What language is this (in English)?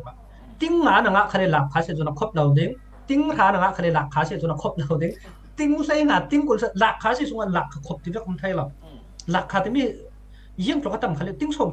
Falam Chin